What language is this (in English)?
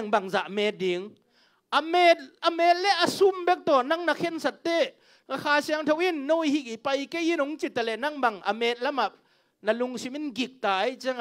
Tedim Chin